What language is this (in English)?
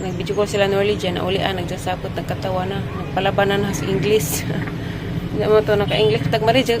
Cebuano